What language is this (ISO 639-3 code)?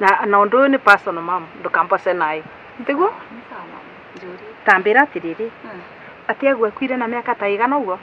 kik